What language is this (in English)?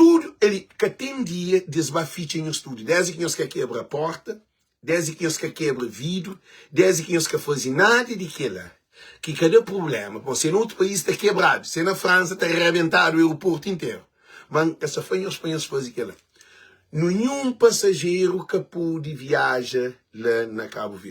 Kabuverdianu